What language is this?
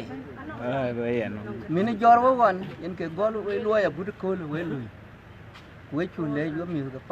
Dinka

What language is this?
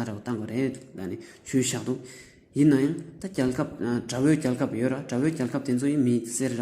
Tibetan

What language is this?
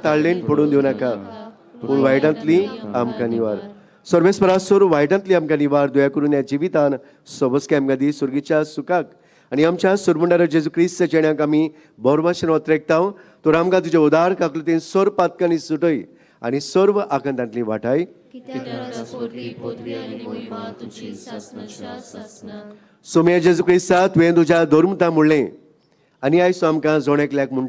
Konkani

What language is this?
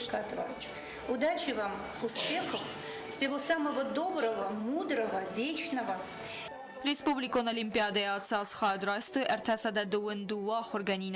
Ossetic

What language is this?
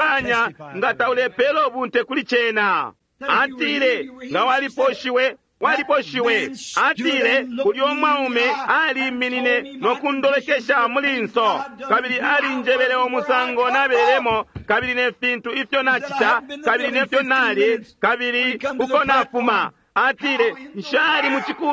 Bemba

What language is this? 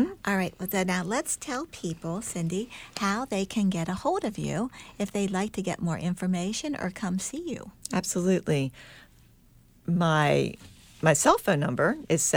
English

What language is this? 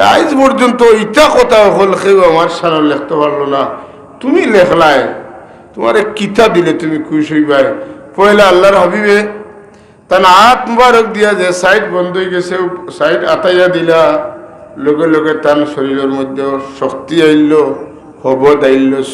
Sylheti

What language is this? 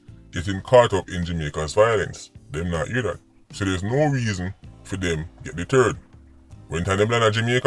Jamaican Creole English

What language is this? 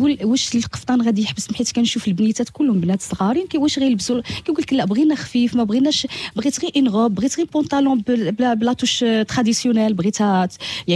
Moroccan Arabic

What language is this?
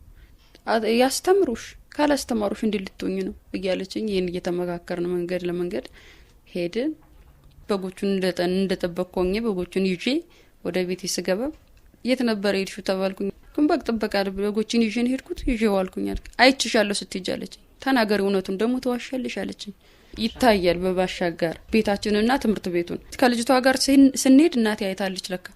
Amharic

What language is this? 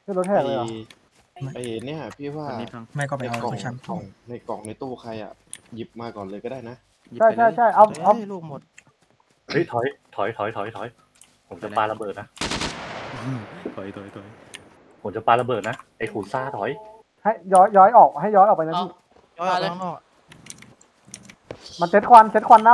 Thai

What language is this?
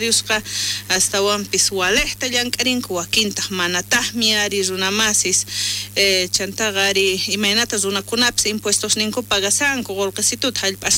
South Bolivian Quechua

